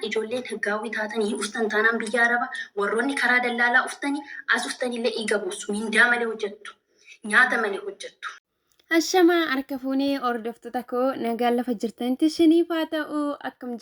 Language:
Oromo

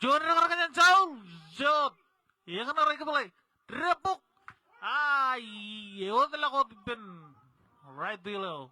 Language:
Marshallese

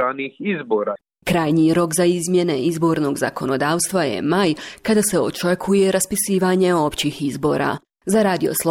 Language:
Bosnian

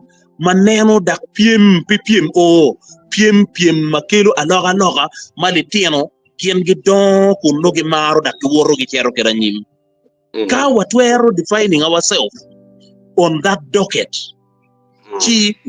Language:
Acoli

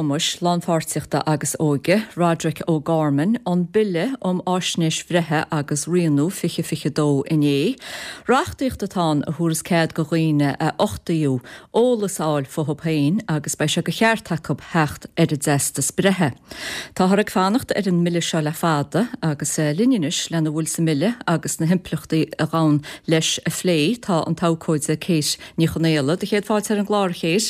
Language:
Irish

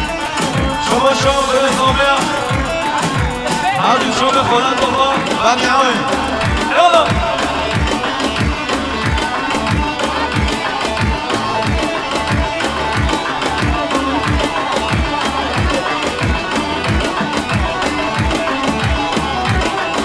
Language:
Persian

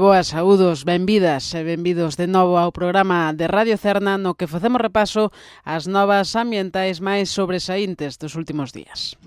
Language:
Galician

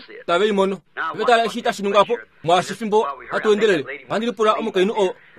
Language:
Kuanyama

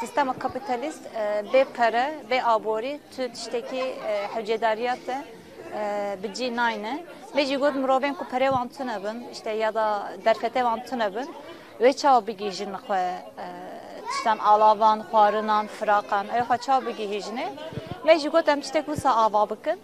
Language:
Kurdish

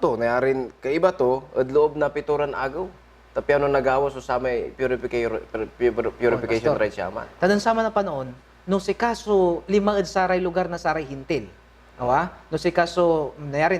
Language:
Pangasinan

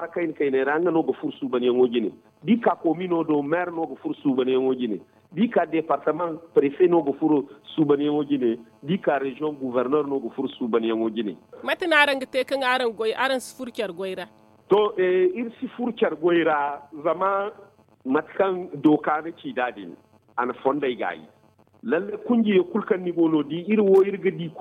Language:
Zarma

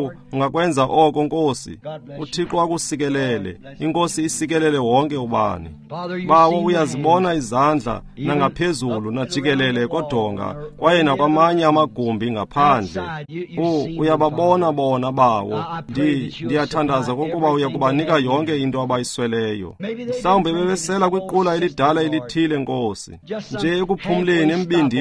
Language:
Xhosa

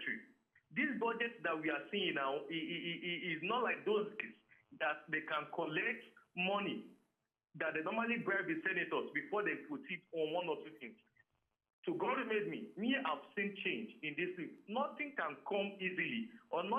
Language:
Nigerian Pidgin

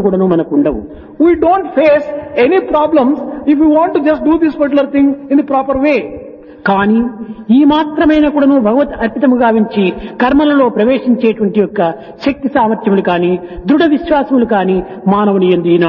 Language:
Telugu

